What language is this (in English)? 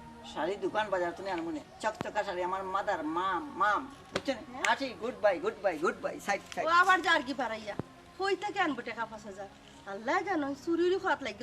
Sylheti